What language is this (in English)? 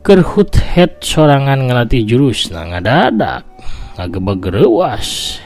Sundanese